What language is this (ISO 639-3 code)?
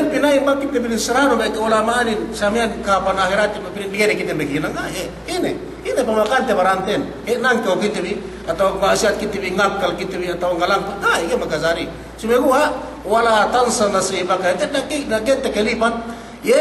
yka